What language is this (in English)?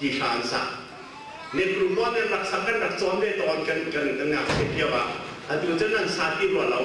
Hakha Chin